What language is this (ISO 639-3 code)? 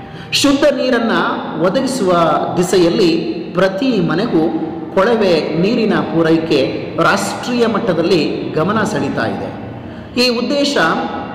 kan